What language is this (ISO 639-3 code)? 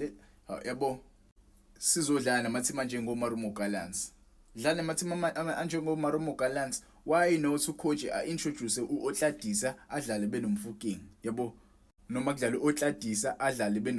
zul